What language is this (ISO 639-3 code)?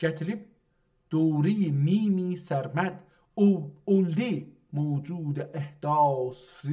azb